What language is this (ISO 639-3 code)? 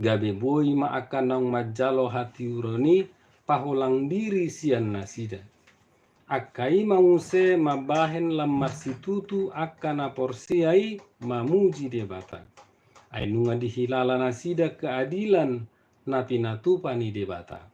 bbc